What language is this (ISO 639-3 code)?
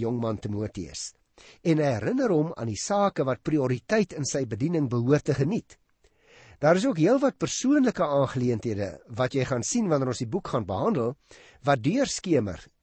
afr